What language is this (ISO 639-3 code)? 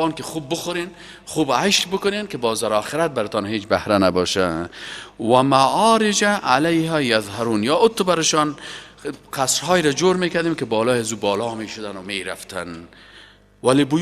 fas